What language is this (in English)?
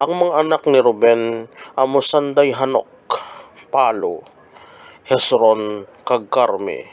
Hiligaynon